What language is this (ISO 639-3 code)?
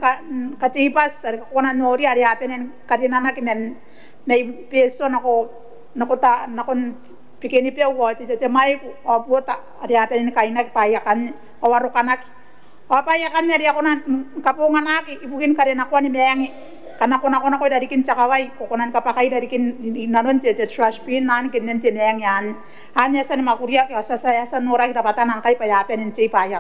gil